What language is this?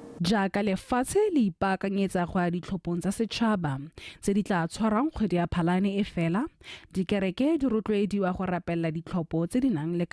Tswana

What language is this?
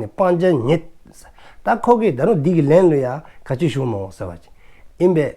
Dzongkha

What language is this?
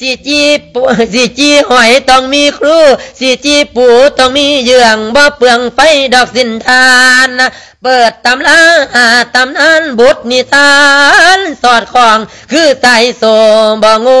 Lao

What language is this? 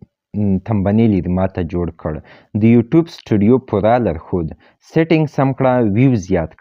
Pashto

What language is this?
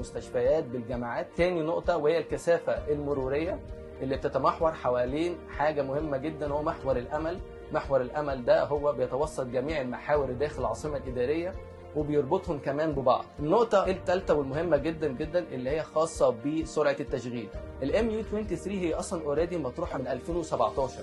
Egyptian Arabic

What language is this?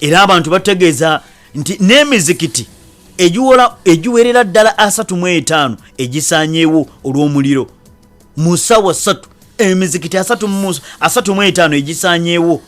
Ganda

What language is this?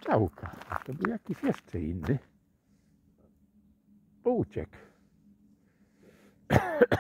Polish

